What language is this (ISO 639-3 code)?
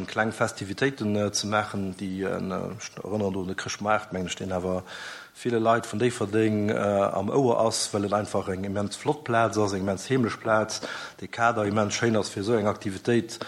ltz